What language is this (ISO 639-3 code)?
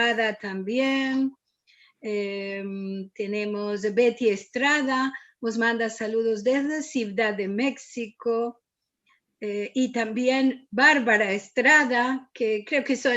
lad